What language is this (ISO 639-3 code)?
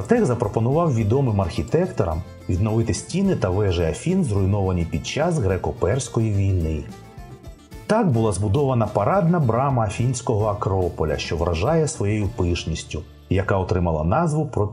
ukr